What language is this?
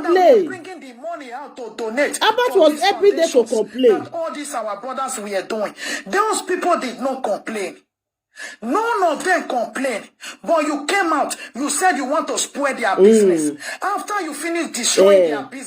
Nigerian Pidgin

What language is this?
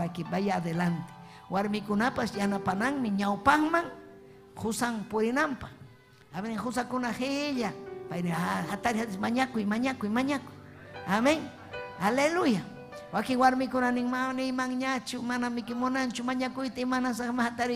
Ayacucho Quechua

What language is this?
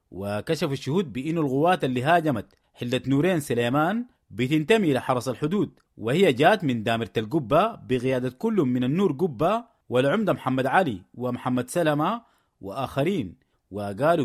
Sudanese Arabic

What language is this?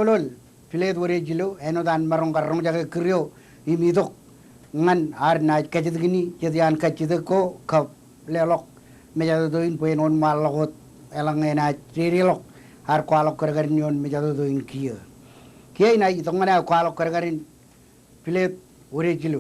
Marshallese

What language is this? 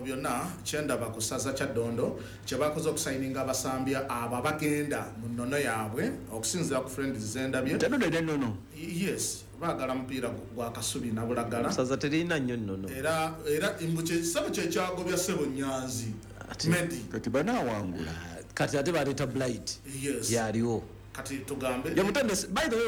Ganda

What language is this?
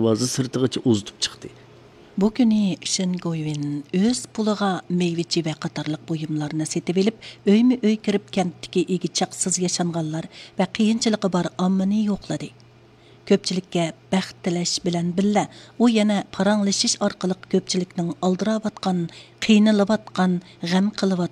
Uyghur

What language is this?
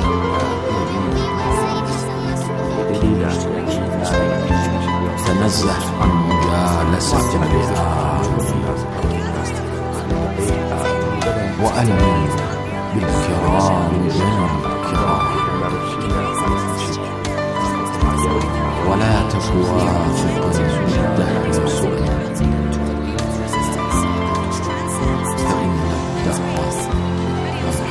Arabic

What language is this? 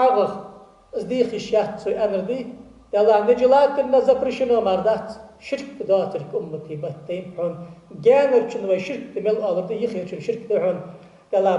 Ingush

